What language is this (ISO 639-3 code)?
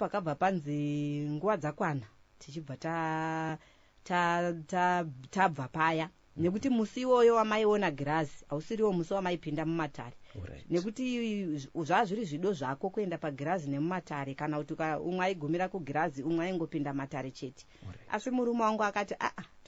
sna